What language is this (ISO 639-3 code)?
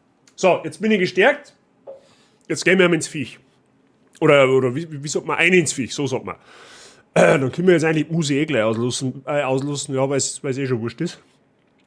bar